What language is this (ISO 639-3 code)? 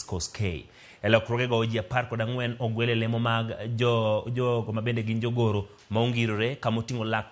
luo